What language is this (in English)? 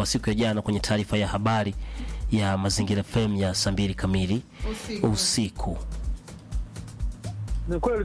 Swahili